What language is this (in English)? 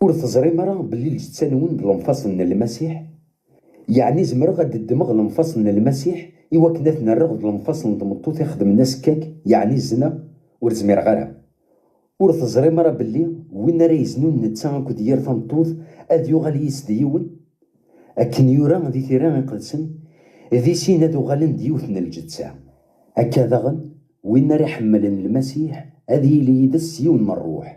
Kabyle